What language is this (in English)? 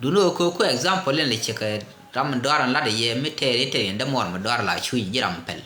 Nuer